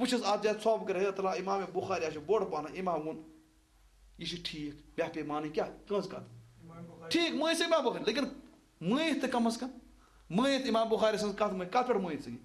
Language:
Kashmiri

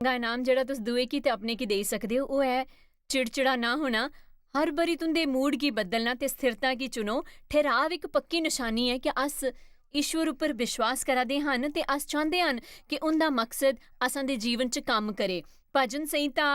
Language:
Dogri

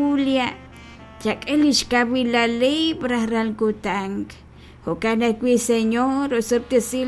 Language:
Kekchí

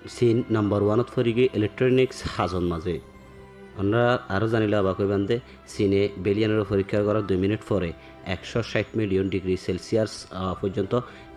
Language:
Rohingya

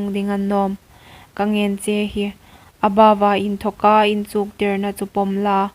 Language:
Hmar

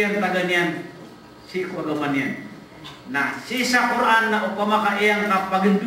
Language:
Maranao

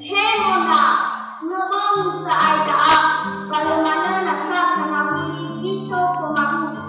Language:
Nias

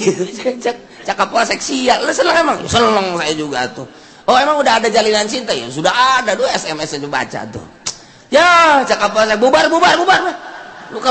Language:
Sundanese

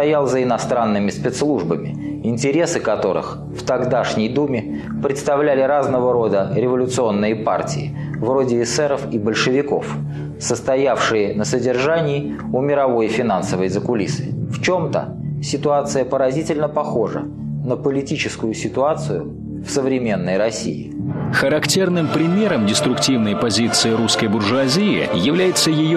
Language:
Russian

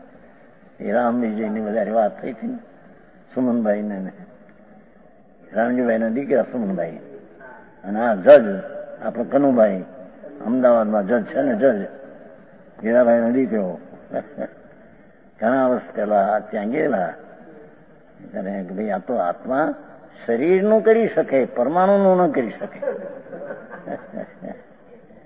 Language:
Gujarati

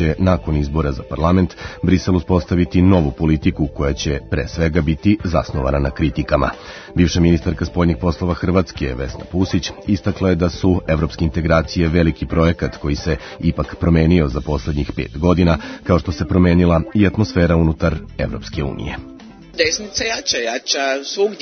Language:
Serbian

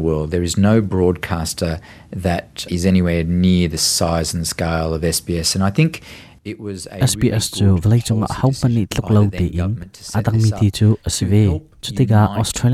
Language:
Hakha Chin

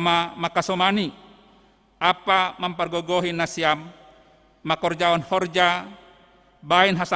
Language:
Batak Simalungun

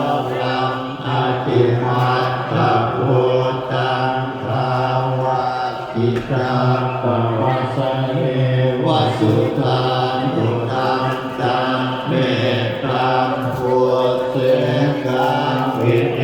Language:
Pali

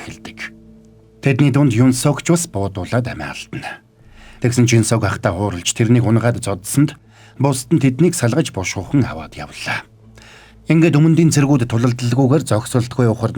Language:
Mongolian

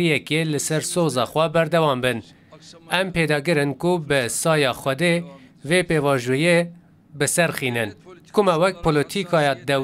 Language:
Kurdish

